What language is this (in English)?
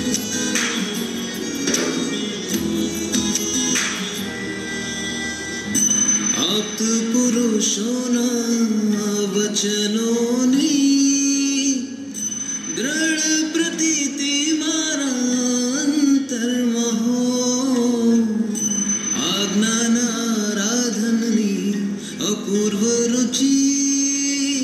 Gujarati